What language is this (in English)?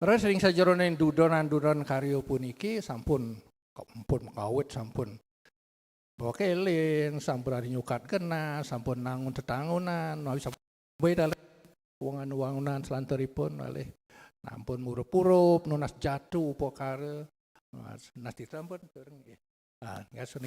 Balinese